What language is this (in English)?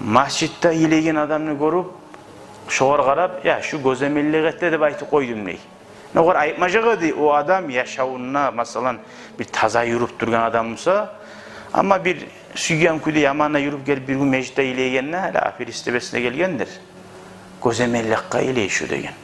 Kumyk